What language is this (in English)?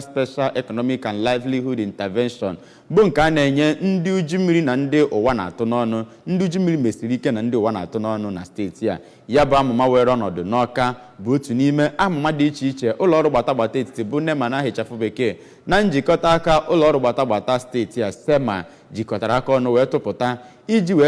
Igbo